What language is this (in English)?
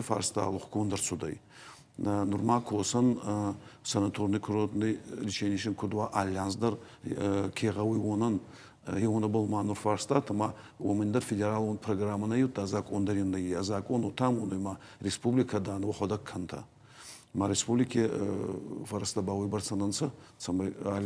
Ossetic